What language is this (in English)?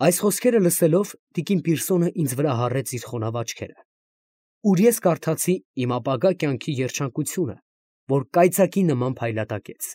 Armenian